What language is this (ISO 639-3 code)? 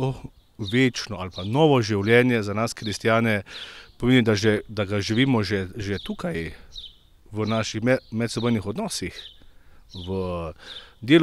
slv